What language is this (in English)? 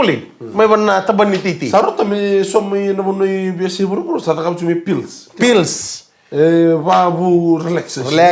Fijian